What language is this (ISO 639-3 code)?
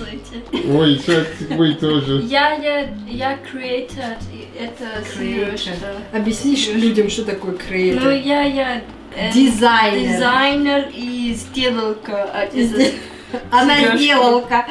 rus